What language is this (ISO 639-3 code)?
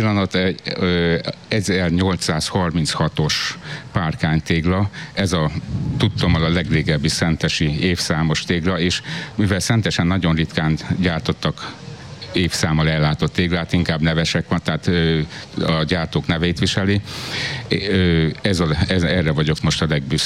hun